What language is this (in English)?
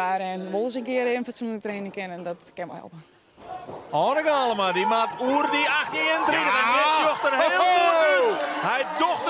Western Frisian